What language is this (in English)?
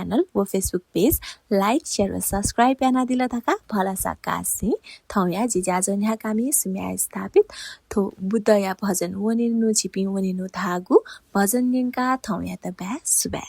Newari